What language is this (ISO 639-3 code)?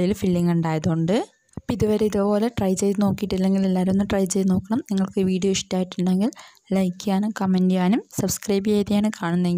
mal